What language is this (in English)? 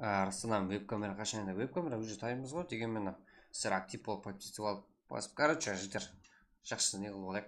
Kara-Kalpak